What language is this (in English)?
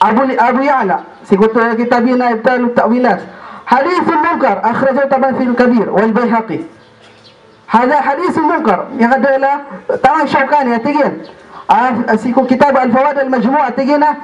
Maranao